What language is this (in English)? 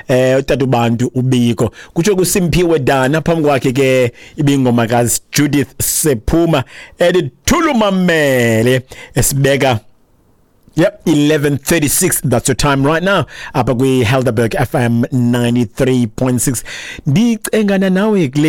Xhosa